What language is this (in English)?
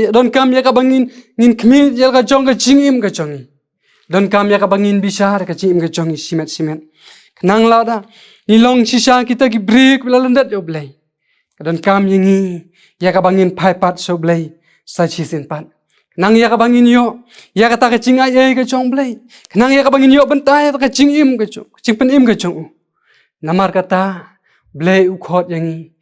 Khasi